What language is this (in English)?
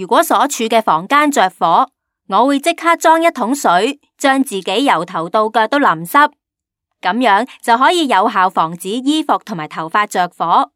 Cantonese